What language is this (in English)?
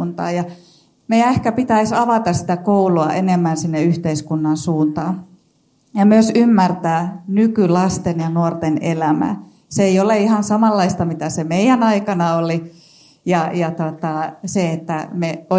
Finnish